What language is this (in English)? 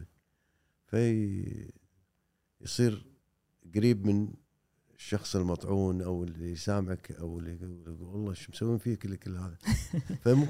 Gulf Arabic